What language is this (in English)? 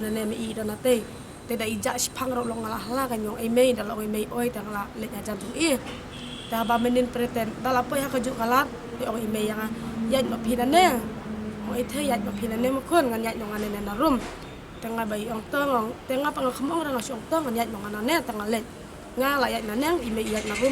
Khasi